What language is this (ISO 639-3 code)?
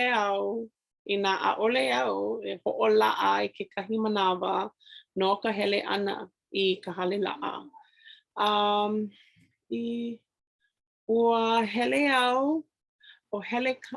haw